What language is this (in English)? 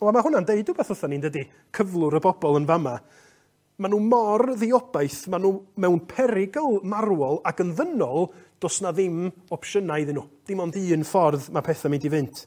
Welsh